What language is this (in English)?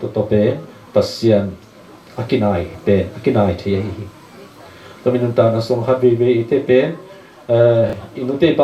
Tedim Chin